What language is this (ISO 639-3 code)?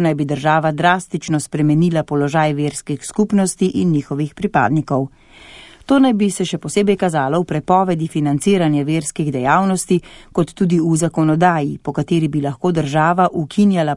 slv